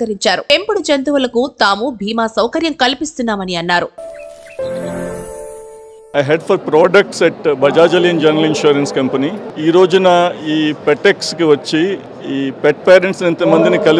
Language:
Telugu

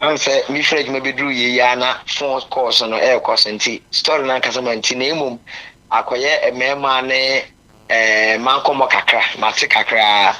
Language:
Akan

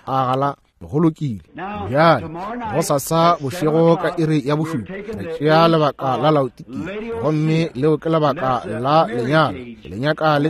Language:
Northern Sotho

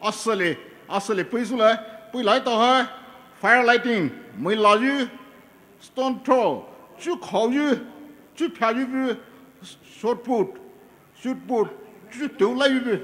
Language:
Poumei Naga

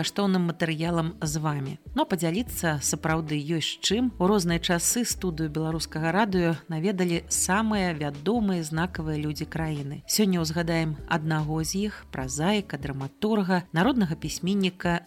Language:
Belarusian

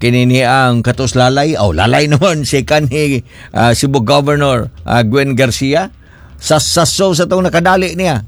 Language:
Cebuano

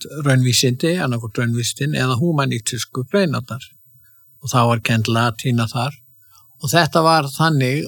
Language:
Icelandic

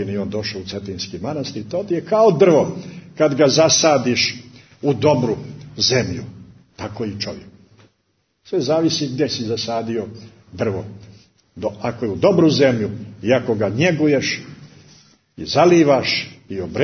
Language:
Serbian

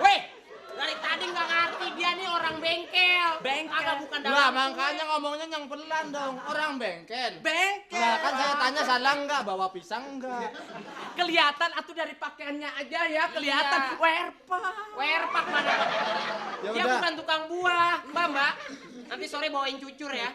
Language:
Betawi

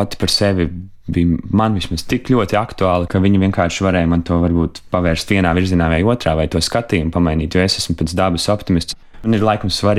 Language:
Latvian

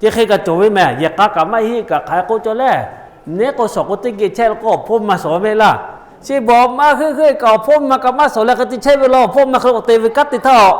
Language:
Lahu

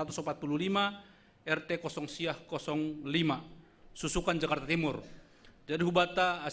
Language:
Batak Simalungun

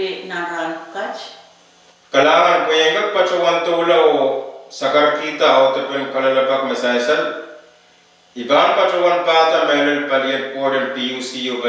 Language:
Pohnpeian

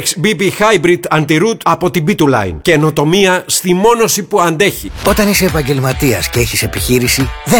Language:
Greek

